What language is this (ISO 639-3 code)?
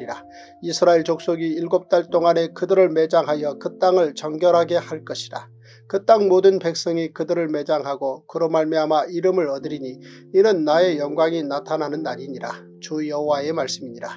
kor